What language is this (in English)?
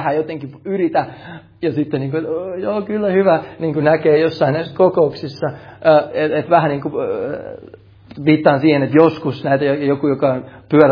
Finnish